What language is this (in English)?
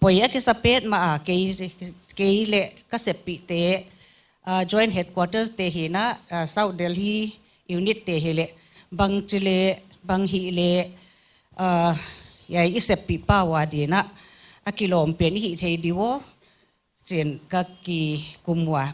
Paite Chin